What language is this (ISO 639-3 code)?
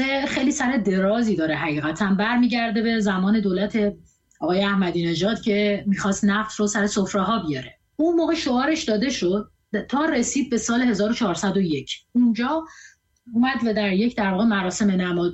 fas